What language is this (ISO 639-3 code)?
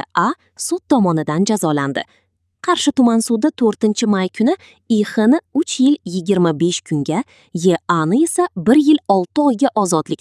uzb